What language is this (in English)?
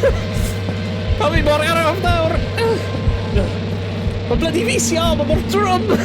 Welsh